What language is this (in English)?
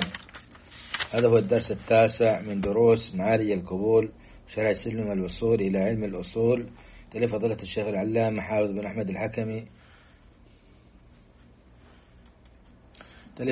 Arabic